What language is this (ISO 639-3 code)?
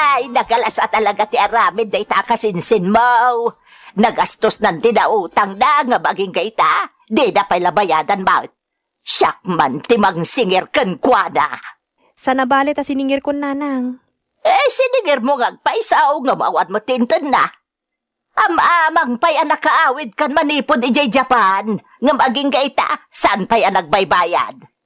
ilo